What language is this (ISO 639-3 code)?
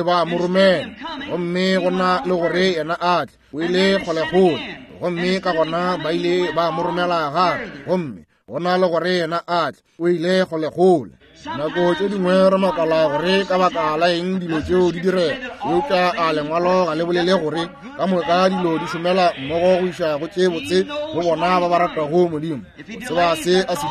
nso